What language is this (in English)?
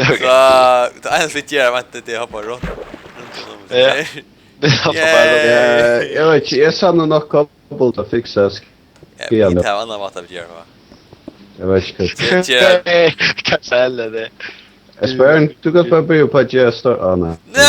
Faroese